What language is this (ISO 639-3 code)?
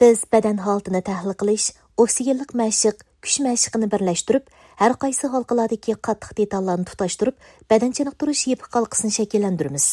uig